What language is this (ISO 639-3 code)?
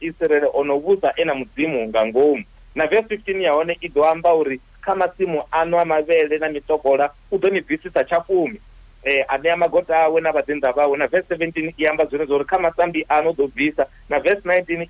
ven